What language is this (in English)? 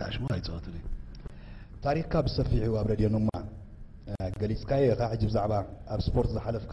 Tigrinya